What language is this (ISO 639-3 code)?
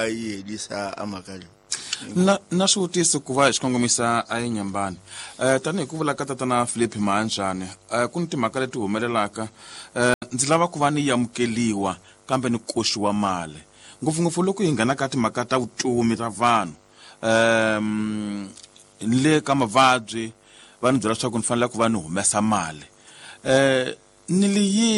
tso